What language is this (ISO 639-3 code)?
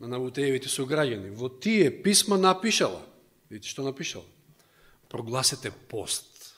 mkd